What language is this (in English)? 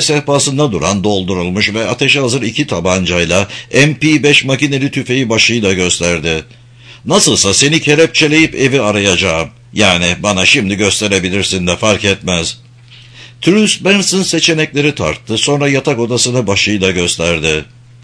Turkish